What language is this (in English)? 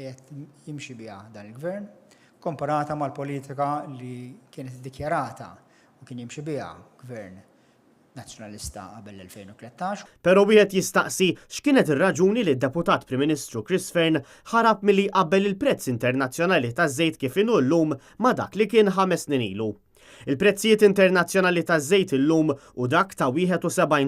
Maltese